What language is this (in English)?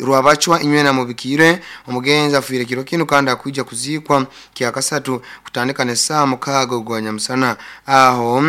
Nyoro